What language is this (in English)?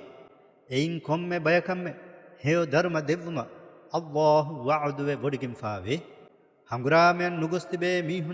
Divehi